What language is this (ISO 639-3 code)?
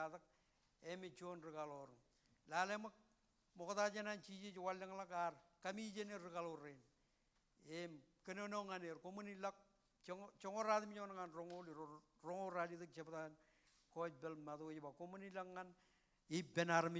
mah